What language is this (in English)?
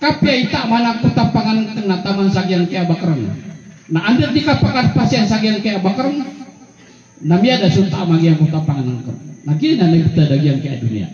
Maranao